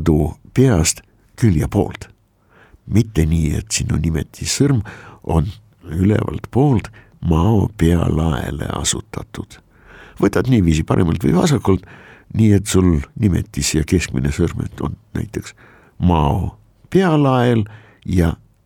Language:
Estonian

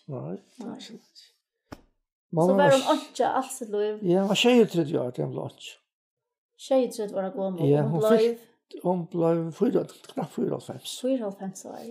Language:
Faroese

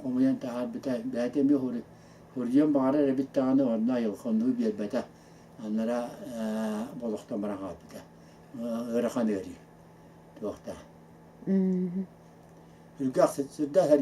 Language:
Yakut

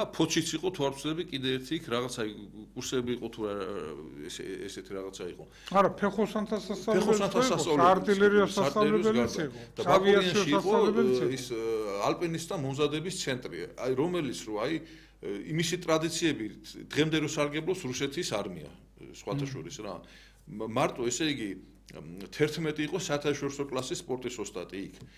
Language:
Georgian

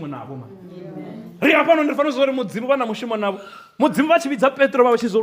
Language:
Venda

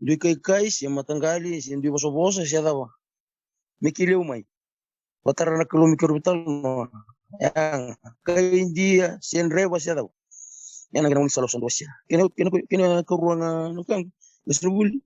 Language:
Fijian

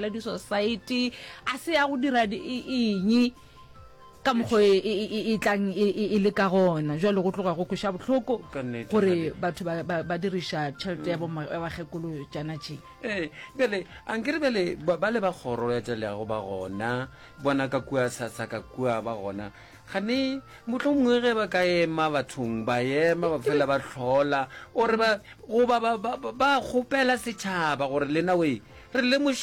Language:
Northern Sotho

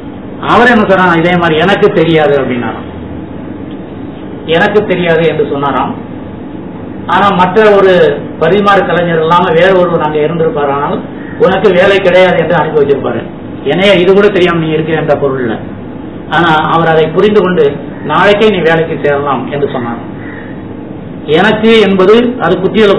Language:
Tamil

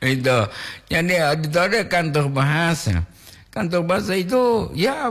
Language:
Gorontalo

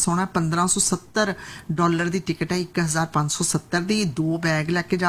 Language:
Punjabi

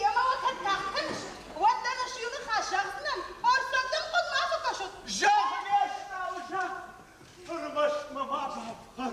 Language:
Ossetic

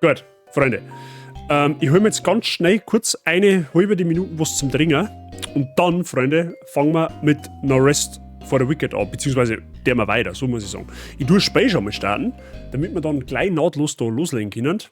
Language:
Bavarian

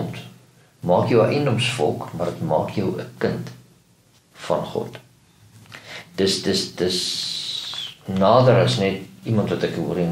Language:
Afrikaans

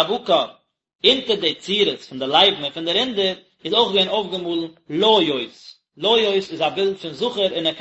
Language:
Yiddish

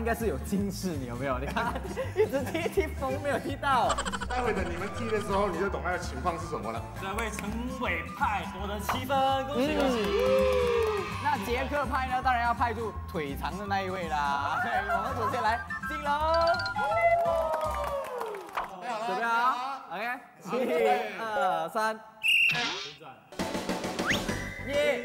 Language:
Chinese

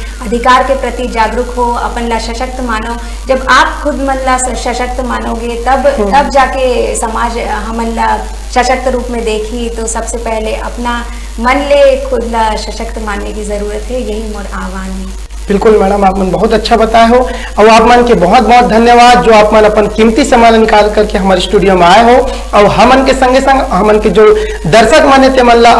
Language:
Chhattisgarhi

